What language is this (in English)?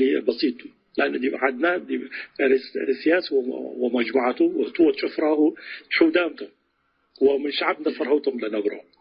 Tigre